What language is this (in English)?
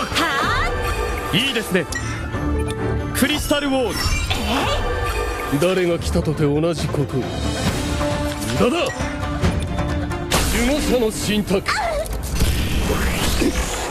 Japanese